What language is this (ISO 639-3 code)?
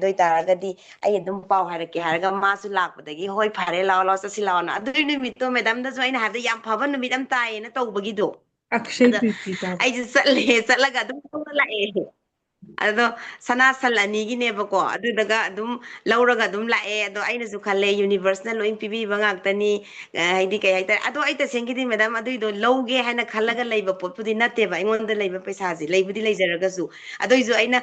mni